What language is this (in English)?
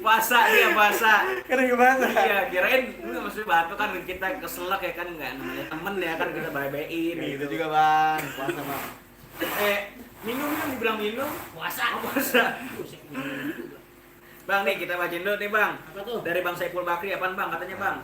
Betawi